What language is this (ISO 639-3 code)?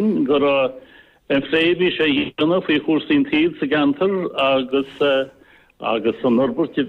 gle